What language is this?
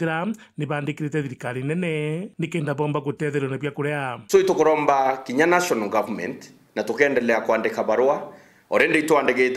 Meru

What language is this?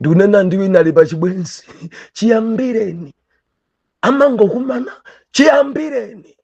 Nyanja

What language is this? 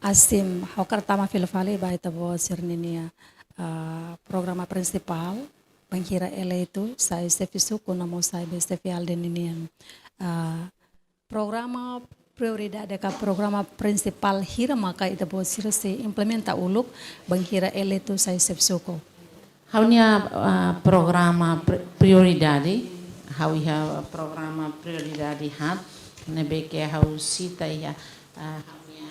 Tetum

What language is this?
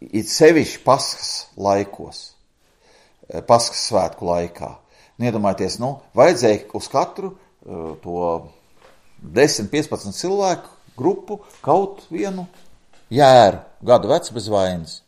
Latvian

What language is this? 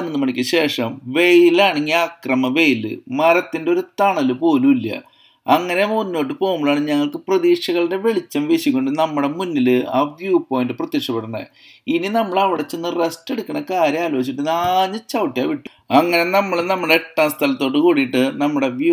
Malayalam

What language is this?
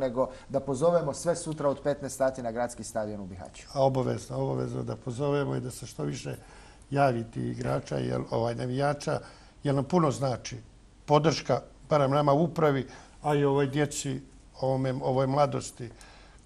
Bosnian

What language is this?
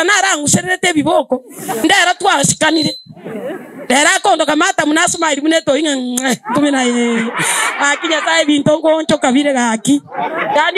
Gusii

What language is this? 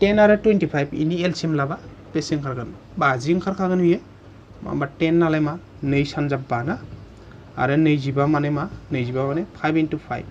Bodo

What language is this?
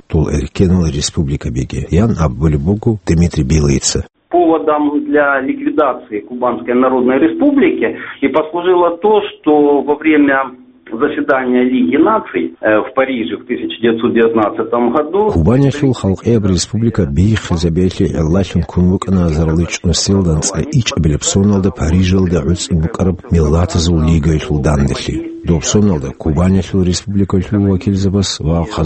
Avaric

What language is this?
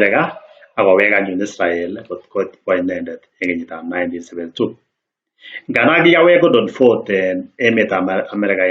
Kalenjin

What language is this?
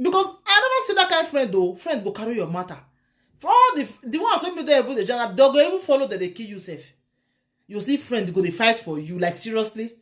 Nigerian Pidgin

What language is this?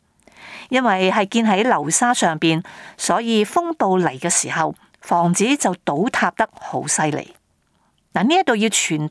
Cantonese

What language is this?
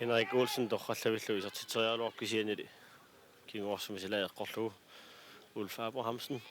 Kalaallisut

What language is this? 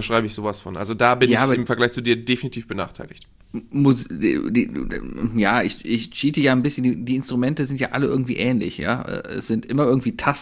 German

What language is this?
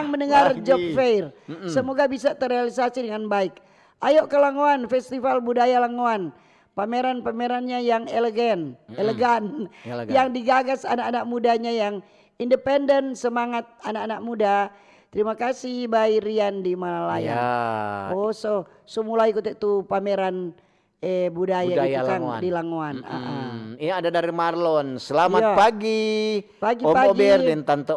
Manado Malay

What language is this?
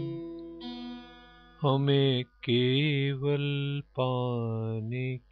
Hindi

